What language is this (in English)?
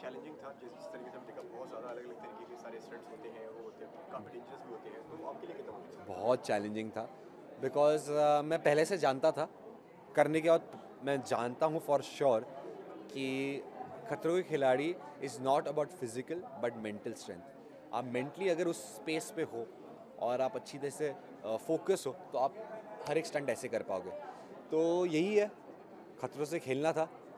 Hindi